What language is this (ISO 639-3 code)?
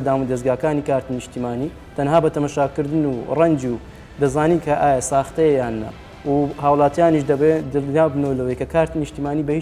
ckb